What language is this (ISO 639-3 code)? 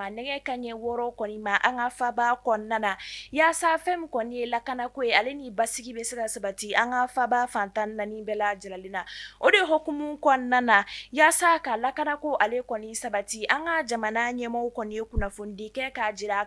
bam